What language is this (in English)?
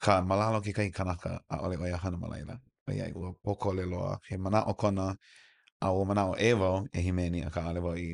Hawaiian